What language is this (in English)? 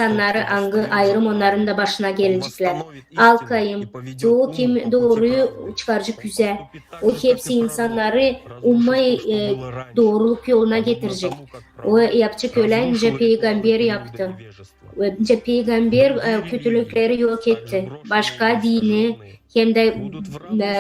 Gagauz